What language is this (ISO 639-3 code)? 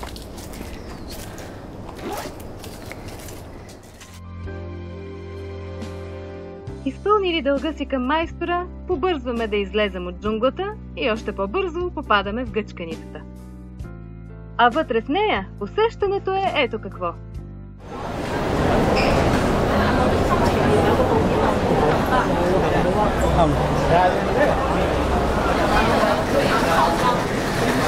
bul